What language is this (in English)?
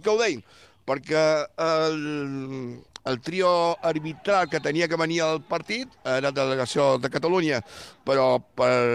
Catalan